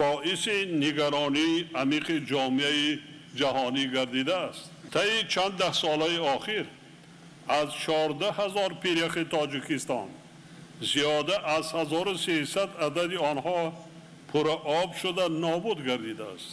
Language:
Tajik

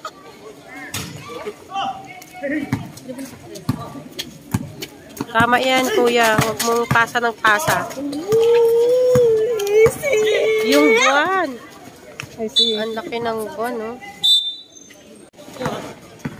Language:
Filipino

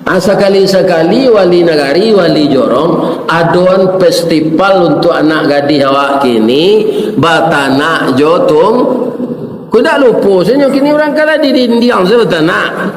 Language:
Minangkabau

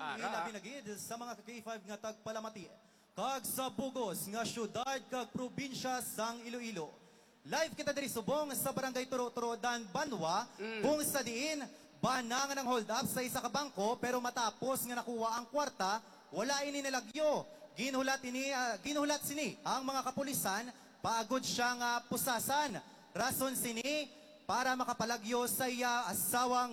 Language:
Hiligaynon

